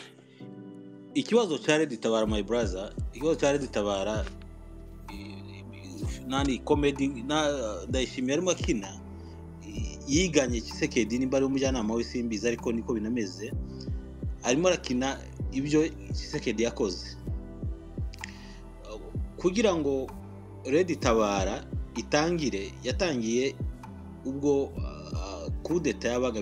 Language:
Kinyarwanda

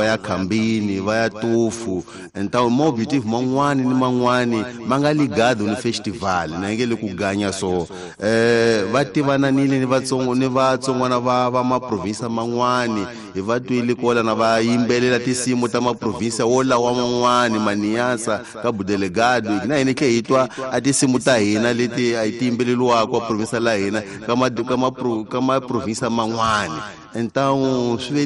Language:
Tsonga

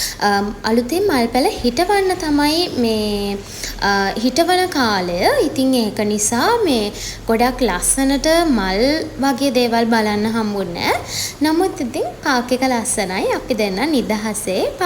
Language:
Sinhala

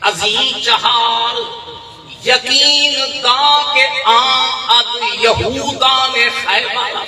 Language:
Saraiki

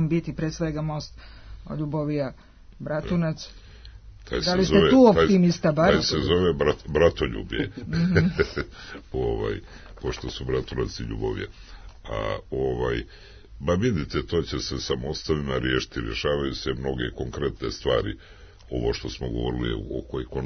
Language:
Serbian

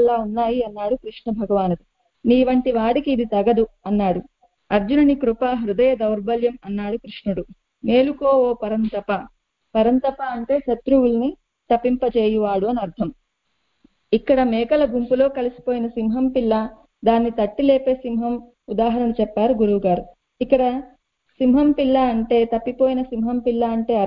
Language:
Telugu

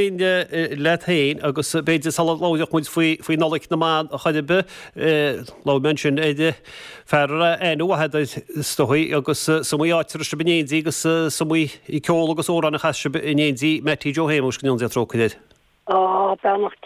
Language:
Irish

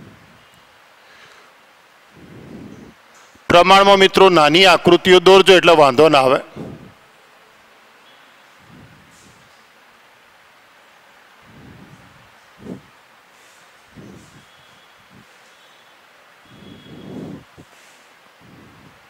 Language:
Gujarati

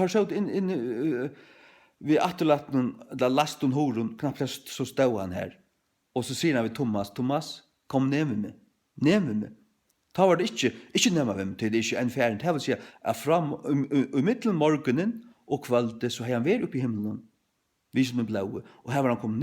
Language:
Faroese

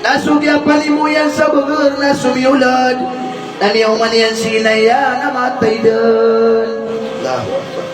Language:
Maranao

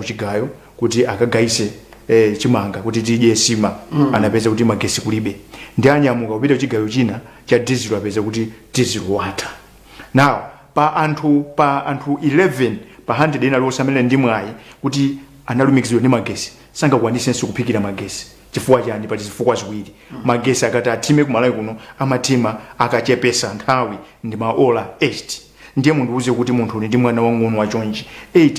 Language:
Nyanja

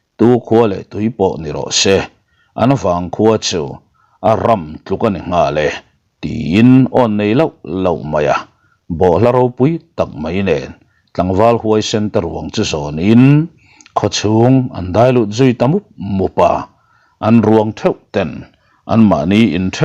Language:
Mizo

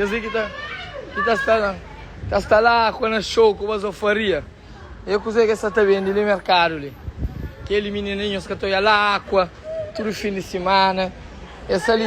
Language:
Kabuverdianu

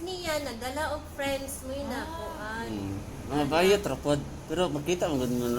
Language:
Cebuano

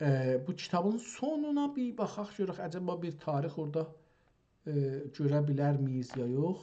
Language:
South Azerbaijani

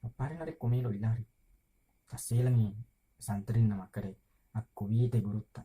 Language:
Buginese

